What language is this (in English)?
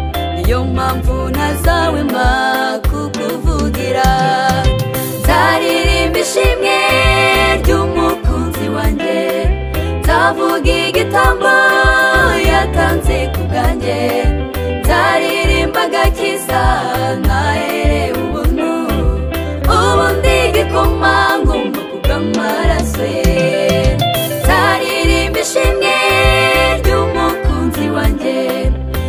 Kinyarwanda